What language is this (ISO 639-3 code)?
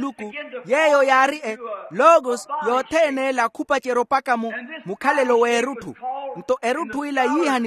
vmw